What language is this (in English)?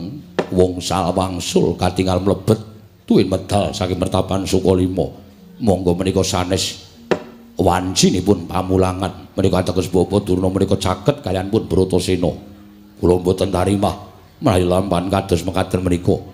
Javanese